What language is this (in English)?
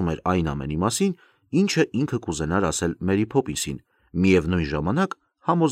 Armenian